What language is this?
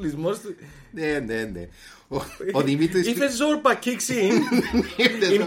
Greek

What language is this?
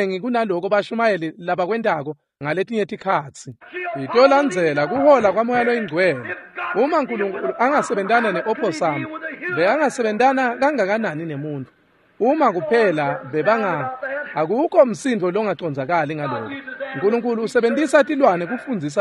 Swati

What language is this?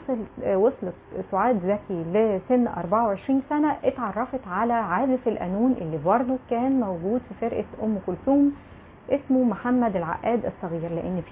Egyptian Arabic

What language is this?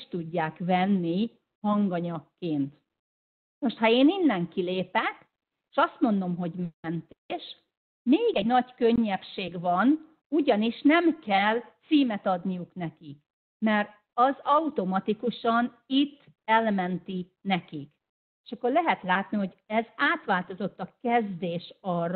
Hungarian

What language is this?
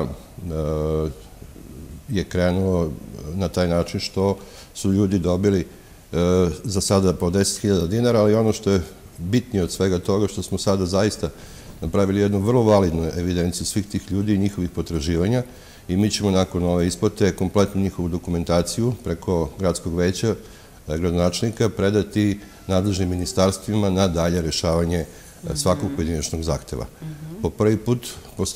Serbian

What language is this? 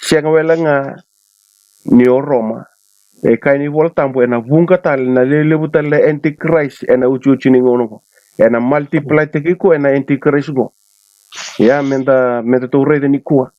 Fijian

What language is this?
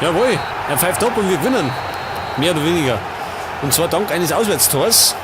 Bavarian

